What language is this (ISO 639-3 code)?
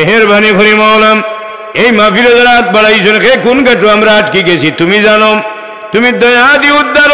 syl